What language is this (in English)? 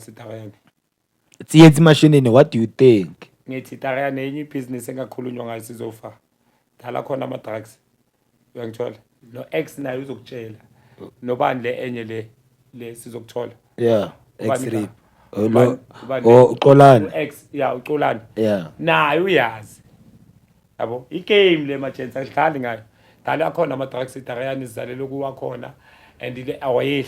Zulu